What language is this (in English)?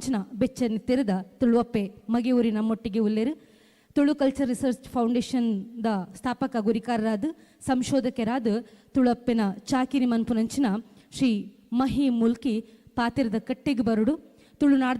Tulu